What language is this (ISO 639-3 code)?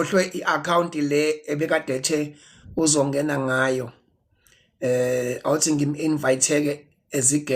zul